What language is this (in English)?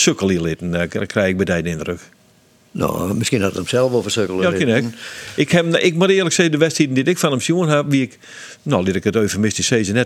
Western Frisian